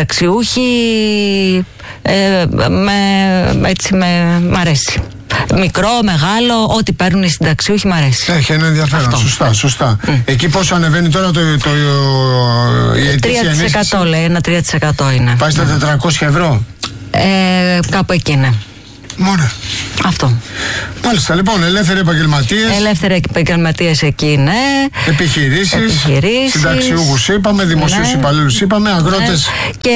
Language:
Greek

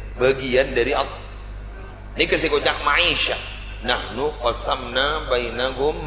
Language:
Madurese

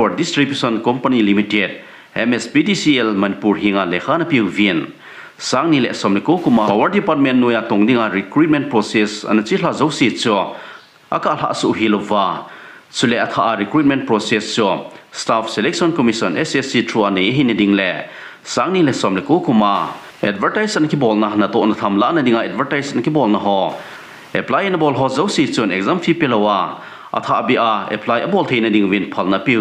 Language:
Thado Chin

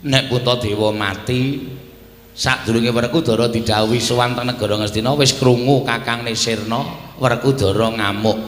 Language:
Javanese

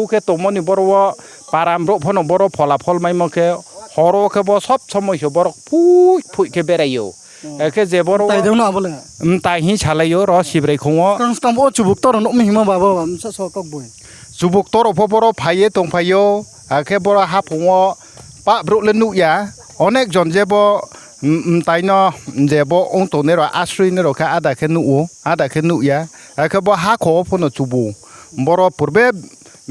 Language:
Riang (India)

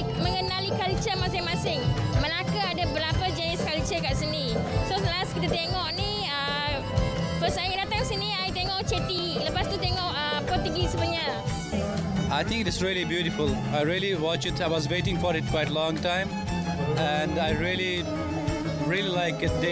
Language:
Malay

